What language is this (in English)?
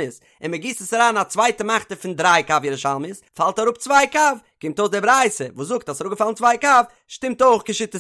Yiddish